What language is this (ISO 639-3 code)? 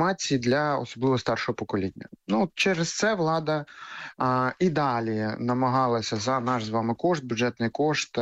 ukr